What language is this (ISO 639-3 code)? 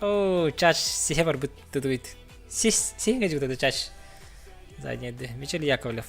sah